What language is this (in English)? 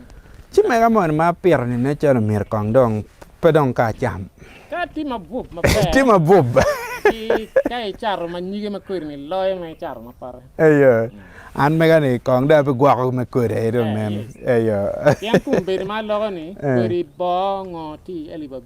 Acoli